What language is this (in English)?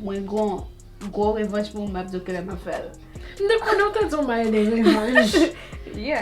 Haitian Creole